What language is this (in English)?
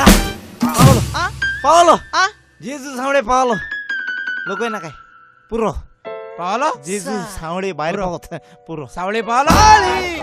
Konkani